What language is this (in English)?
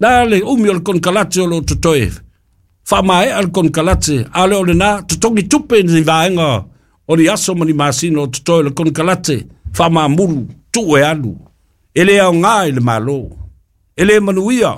Samoan